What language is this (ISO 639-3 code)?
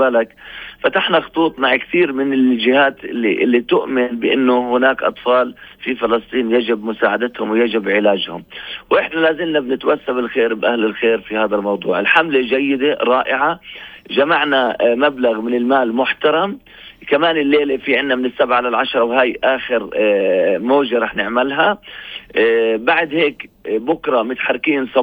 apc